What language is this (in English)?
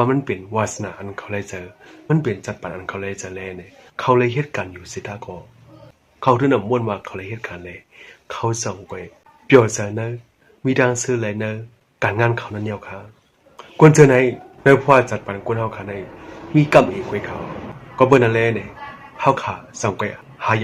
Shan